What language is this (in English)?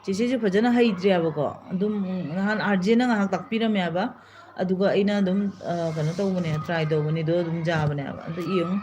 Manipuri